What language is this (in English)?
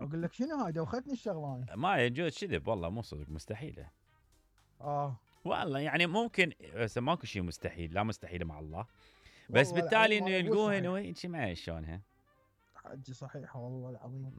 Mesopotamian Arabic